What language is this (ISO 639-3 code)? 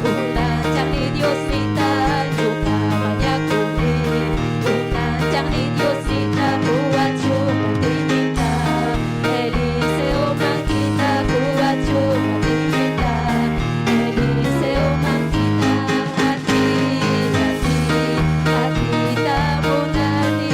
quy